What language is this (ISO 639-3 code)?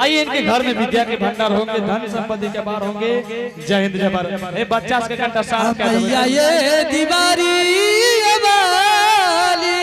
anp